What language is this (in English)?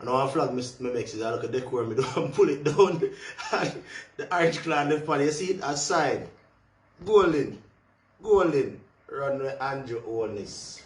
Jamaican Creole English